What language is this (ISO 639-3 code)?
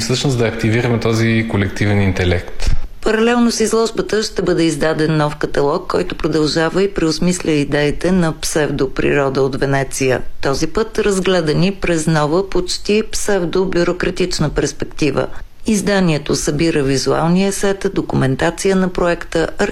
bul